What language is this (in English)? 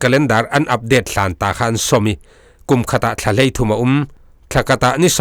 Falam Chin